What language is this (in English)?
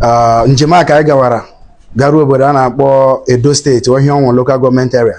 Igbo